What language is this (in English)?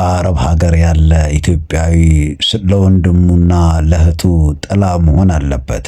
Amharic